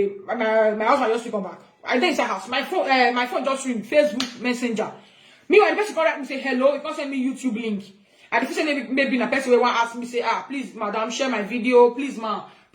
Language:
Nigerian Pidgin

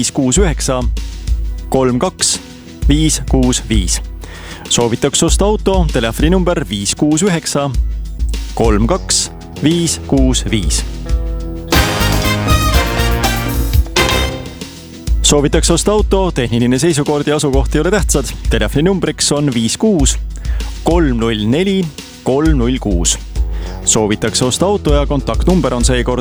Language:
Estonian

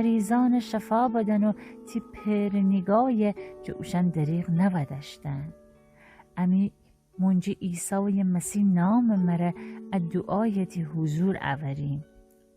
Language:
Gilaki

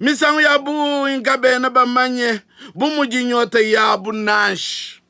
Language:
Luba-Lulua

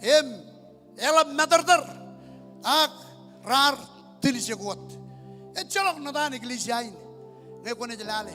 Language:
Marshallese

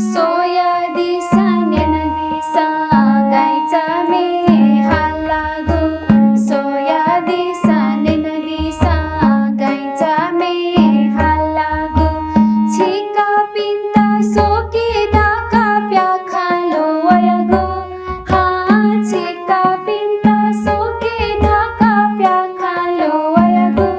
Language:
Newari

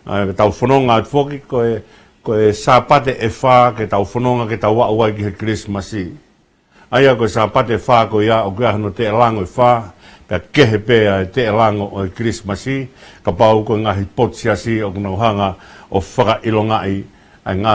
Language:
Tongan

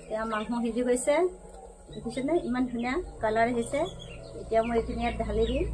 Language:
Assamese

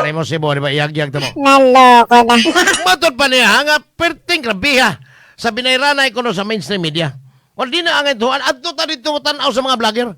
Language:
Cebuano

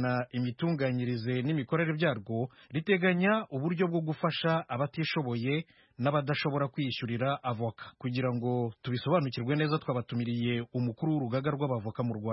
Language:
Kinyarwanda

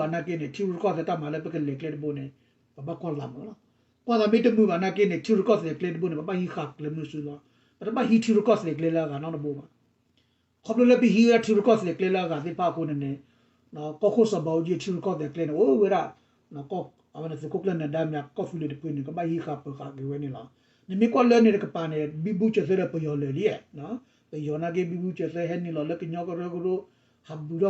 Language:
S'gaw Karen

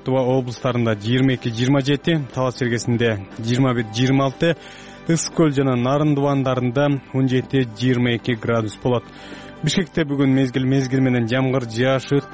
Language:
Kyrgyz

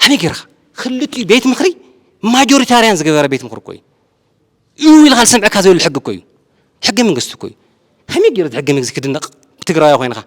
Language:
Tigrinya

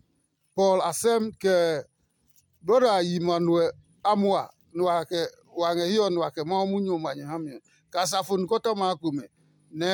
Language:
Adangme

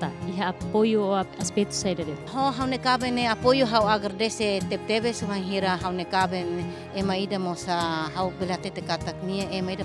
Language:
Tetum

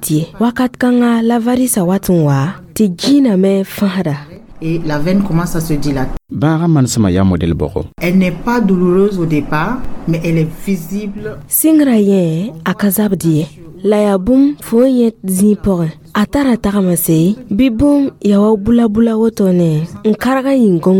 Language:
Mossi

